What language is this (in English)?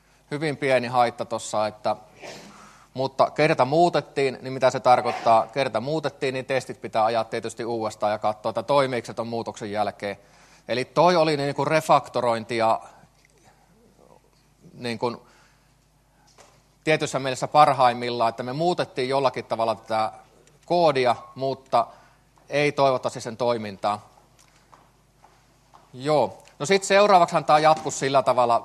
Finnish